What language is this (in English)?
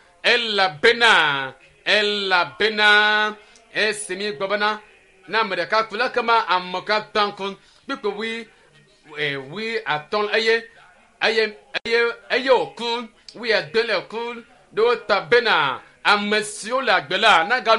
Ewe